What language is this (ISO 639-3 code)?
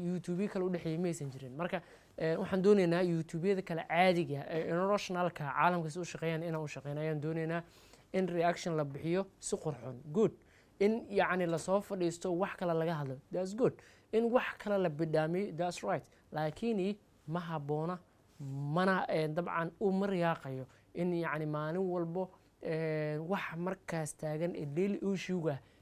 som